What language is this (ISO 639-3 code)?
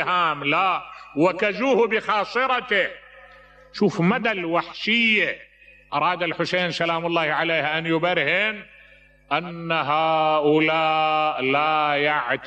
acm